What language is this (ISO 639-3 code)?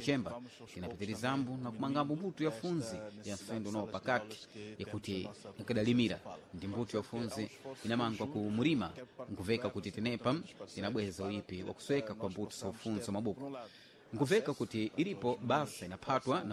seh